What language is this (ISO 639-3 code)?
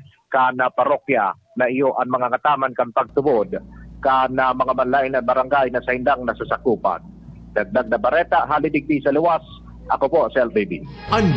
bik